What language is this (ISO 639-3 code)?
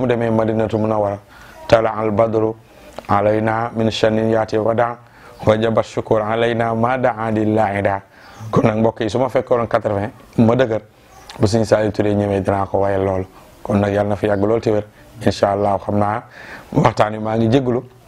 wol